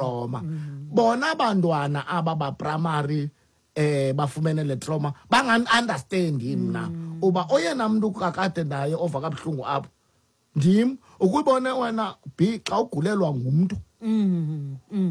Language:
Xhosa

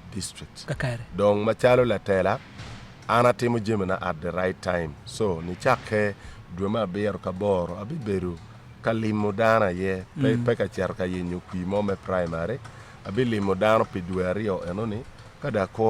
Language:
Acoli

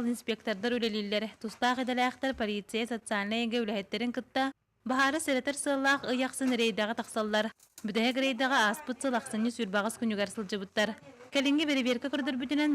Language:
Yakut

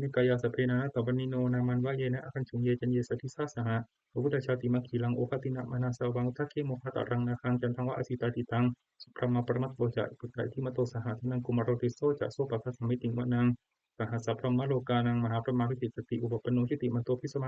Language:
Pali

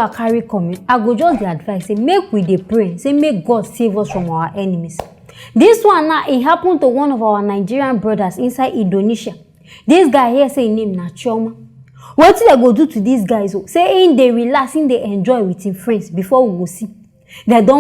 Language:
Nigerian Pidgin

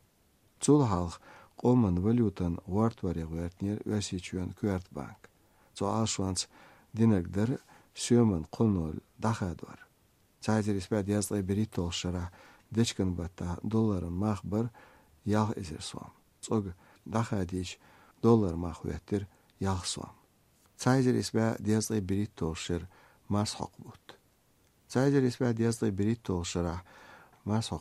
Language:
Chechen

